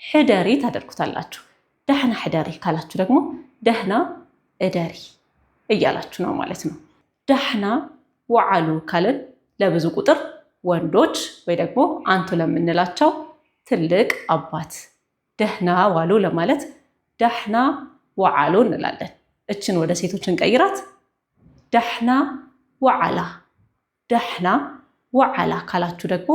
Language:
Amharic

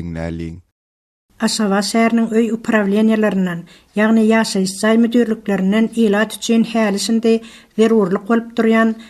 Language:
Turkmen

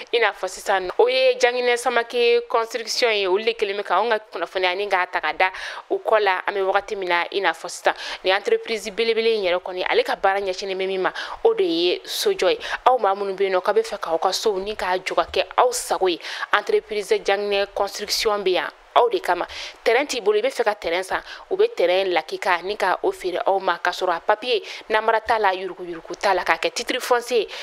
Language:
Bambara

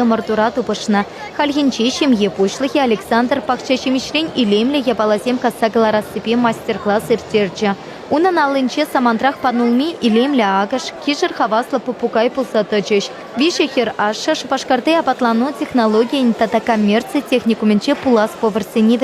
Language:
Chuvash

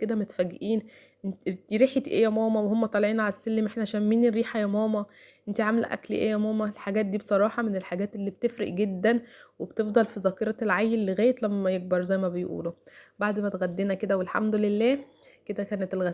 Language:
Egyptian Arabic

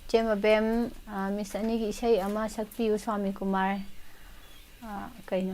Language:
Manipuri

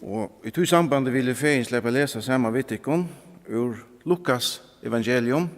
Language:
Faroese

